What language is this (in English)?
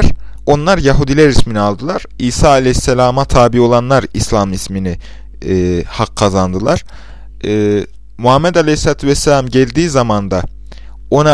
Turkish